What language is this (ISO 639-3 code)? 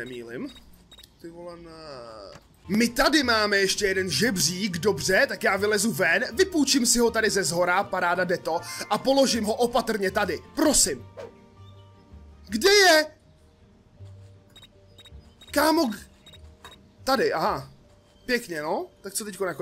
ces